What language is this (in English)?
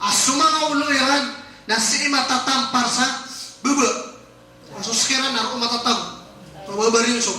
Maranao